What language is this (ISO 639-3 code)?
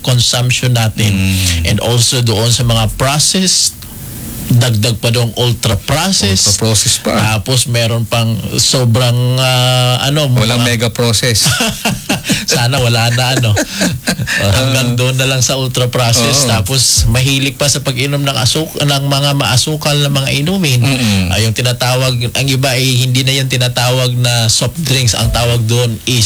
fil